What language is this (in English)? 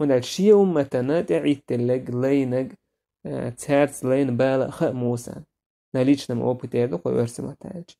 Chechen